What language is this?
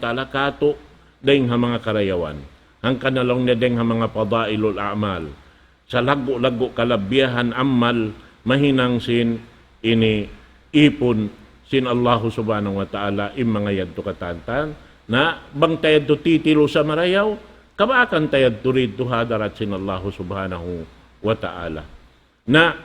Tausug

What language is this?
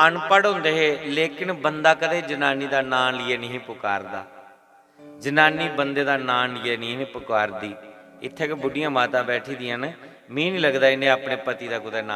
Dogri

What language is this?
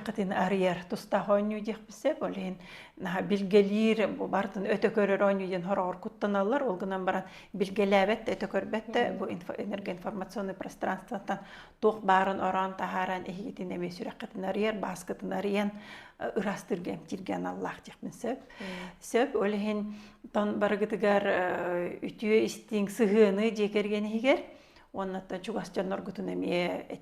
Yakut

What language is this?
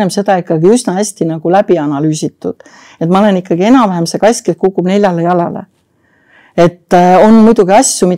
Estonian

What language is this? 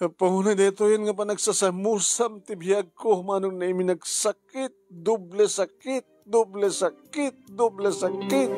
Iloko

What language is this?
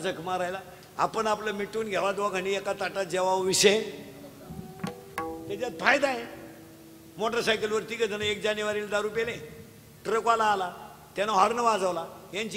Marathi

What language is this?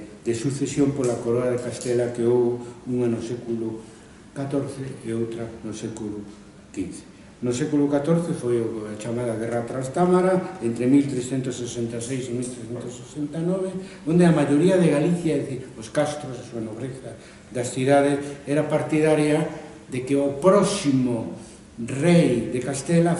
Galician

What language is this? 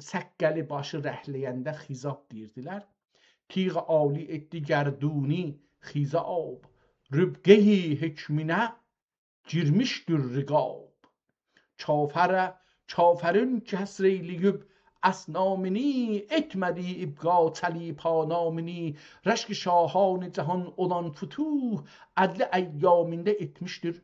South Azerbaijani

